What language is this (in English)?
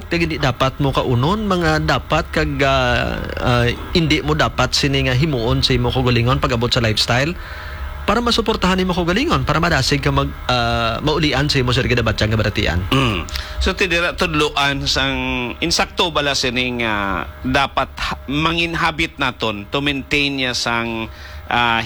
Hiligaynon